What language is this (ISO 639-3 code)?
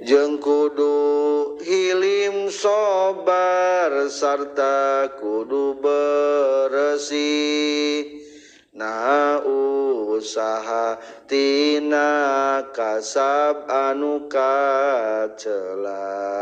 sun